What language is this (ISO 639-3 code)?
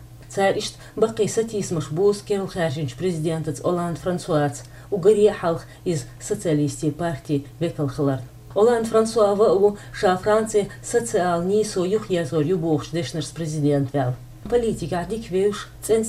che